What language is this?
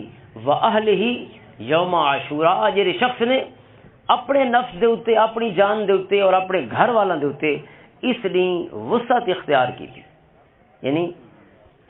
Western Panjabi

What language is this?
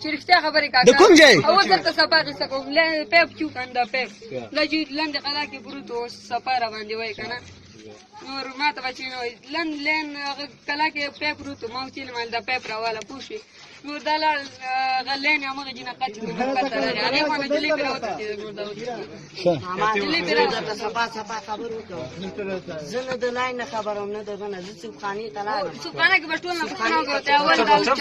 Pashto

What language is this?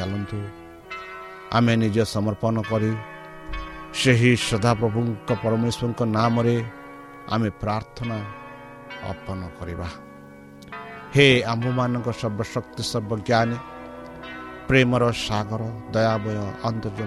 Odia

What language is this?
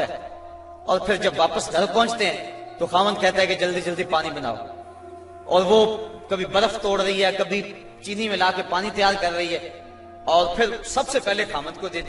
Urdu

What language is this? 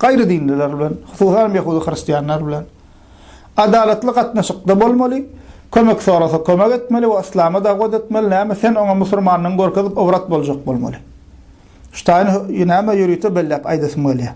Turkmen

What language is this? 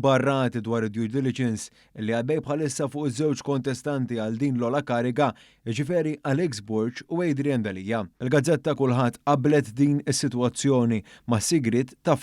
Maltese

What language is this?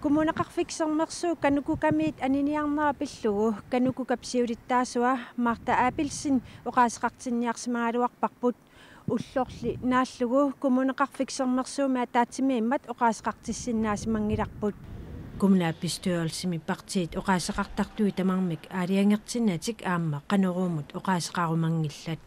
Kalaallisut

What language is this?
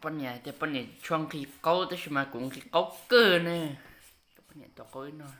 Hmong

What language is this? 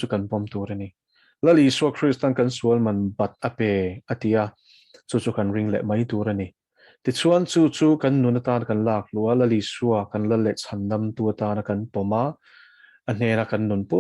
Mizo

